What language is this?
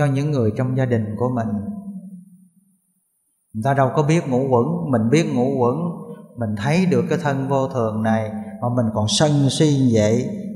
Vietnamese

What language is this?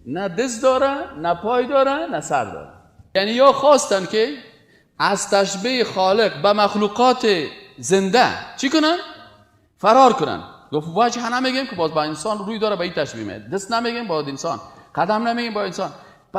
Persian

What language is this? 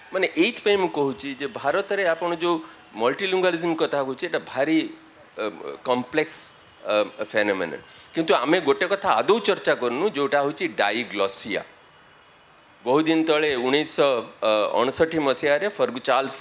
Odia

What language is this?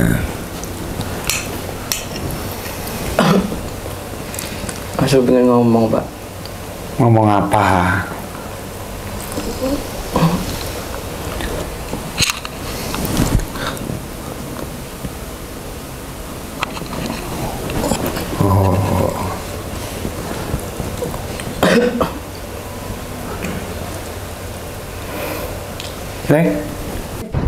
Indonesian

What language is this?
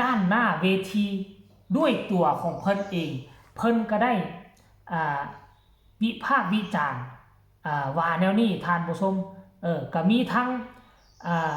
Northeastern Thai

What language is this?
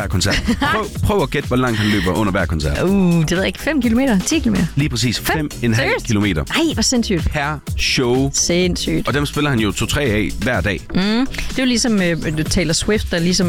Danish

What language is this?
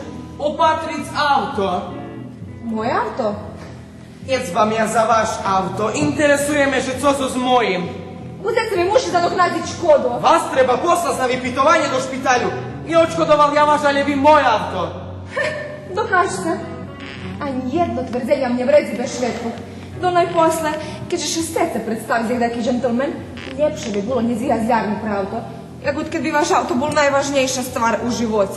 Rusyn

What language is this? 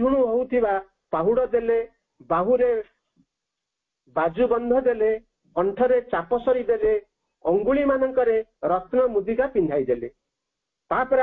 Odia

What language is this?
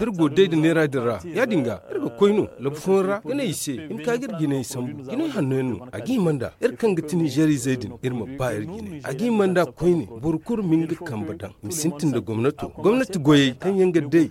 Zarma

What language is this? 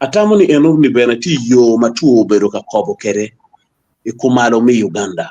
Acoli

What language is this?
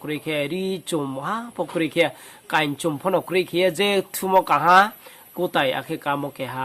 Riang (India)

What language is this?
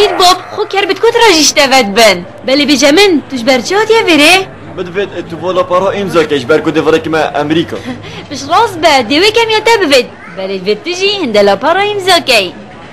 Kurdish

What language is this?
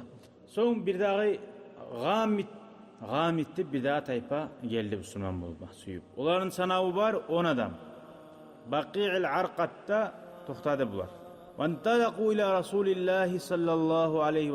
Kumyk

